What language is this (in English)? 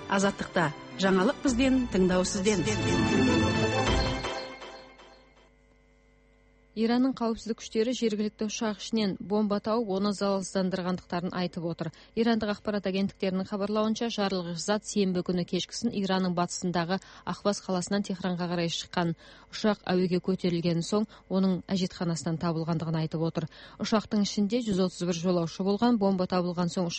Kazakh